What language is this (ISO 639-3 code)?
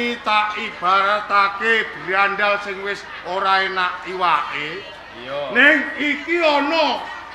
jav